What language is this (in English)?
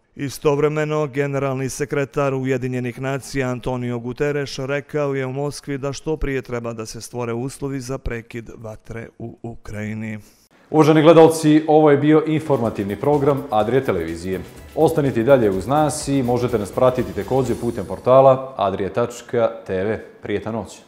Bosnian